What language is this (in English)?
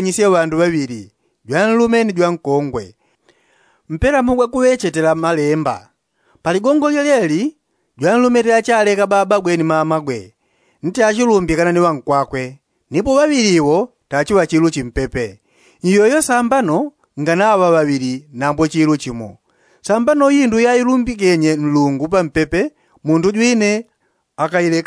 Yao